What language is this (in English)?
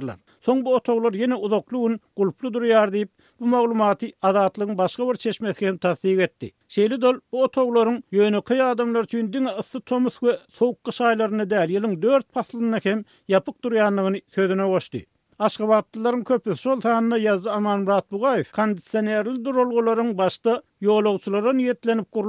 Turkmen